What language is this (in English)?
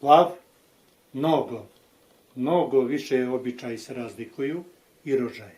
Bosnian